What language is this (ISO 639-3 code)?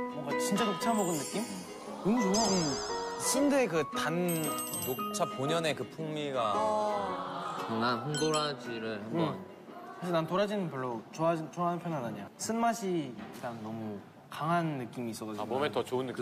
kor